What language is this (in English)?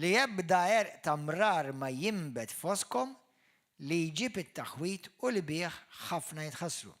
Maltese